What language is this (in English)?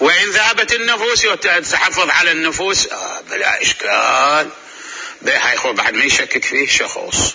Mesopotamian Arabic